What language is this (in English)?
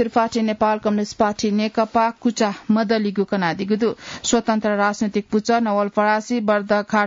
Newari